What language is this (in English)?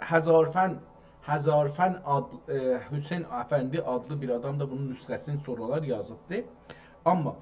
South Azerbaijani